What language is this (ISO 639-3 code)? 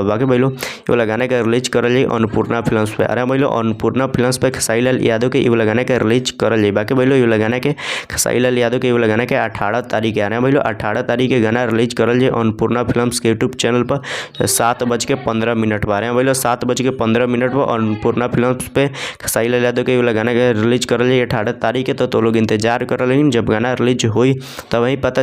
bho